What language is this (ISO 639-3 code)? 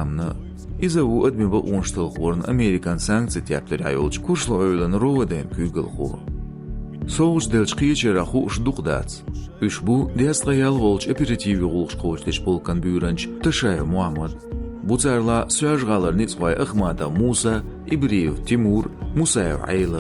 che